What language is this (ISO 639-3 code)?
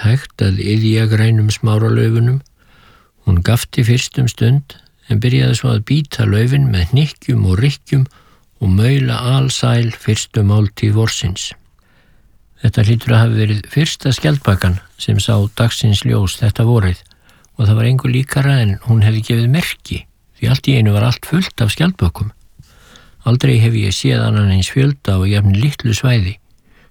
isl